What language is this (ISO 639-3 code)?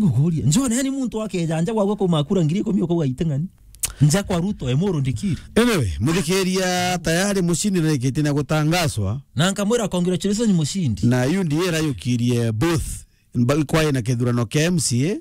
mer